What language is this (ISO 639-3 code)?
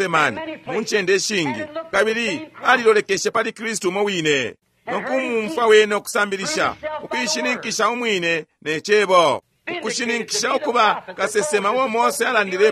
bem